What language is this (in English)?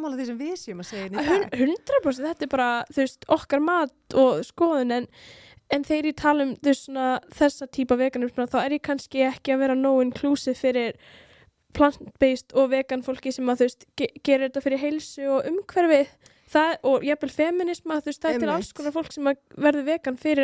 Icelandic